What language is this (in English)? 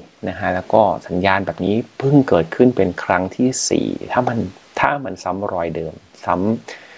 Thai